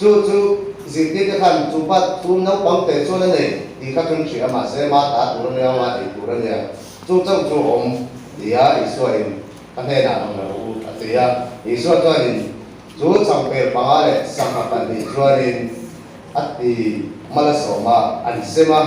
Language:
Mizo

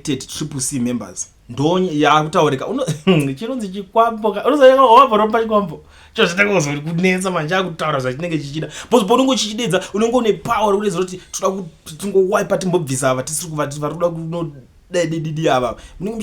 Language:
Shona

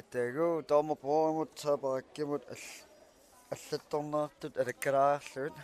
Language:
Kalaallisut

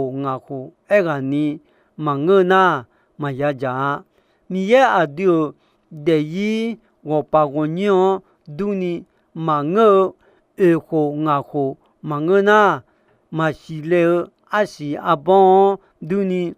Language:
Akha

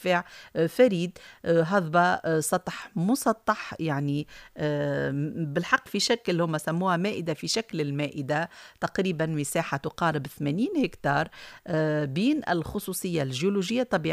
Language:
Tunisian Arabic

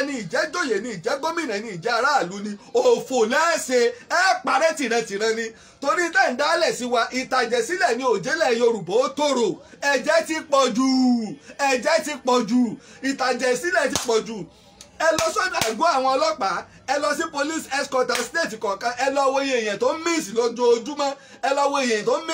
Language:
Yoruba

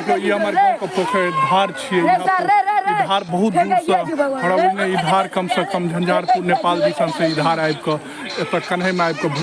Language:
Maithili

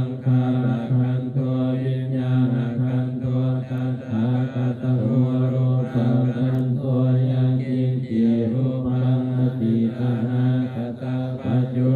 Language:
Pali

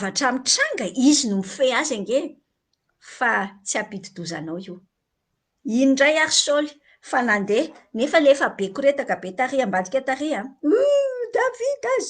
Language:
Malagasy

